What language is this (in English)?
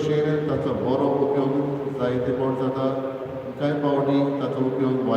Konkani